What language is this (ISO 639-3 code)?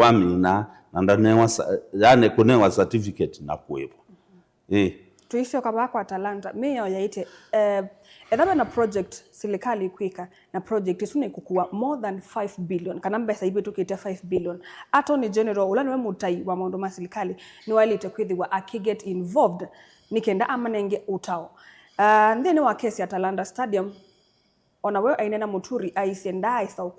kam